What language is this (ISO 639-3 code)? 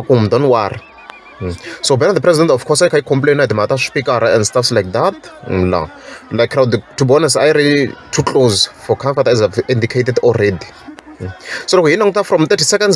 tso